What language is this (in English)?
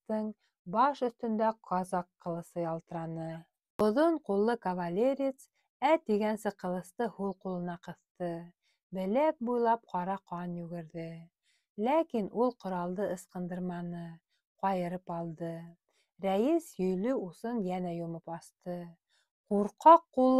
Bashkir